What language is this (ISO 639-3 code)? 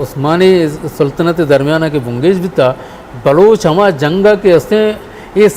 bgp